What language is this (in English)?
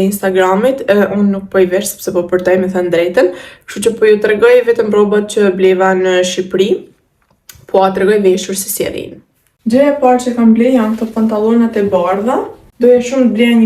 Albanian